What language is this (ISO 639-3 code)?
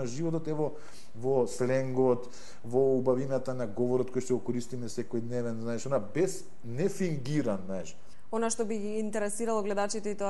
mkd